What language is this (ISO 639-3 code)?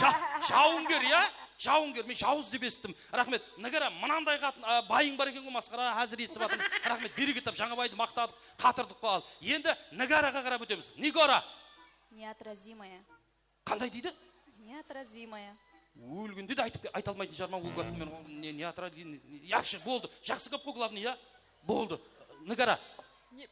kaa